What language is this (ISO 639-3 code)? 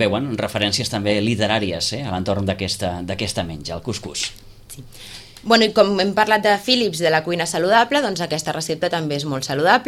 cat